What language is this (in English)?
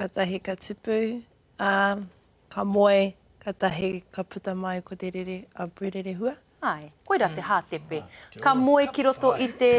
Māori